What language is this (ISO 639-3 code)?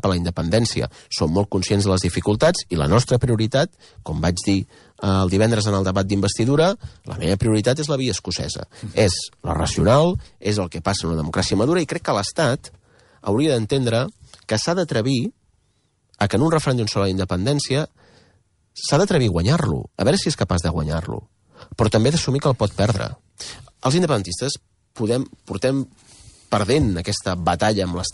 cat